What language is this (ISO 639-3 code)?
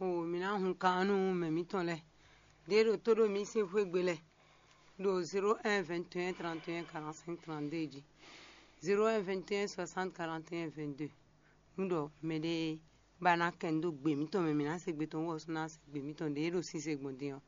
fon